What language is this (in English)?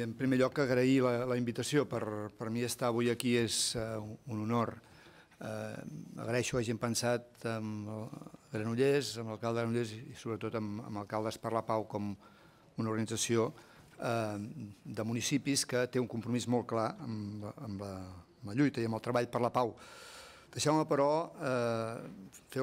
Catalan